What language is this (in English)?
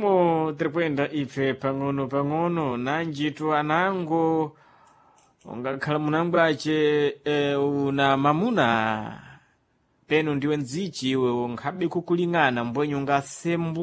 Sena